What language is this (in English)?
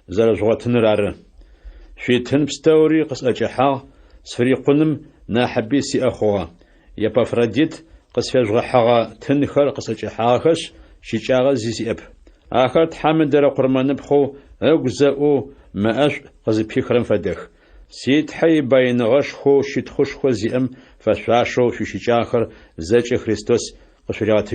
Adyghe